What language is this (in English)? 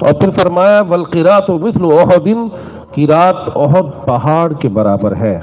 Saraiki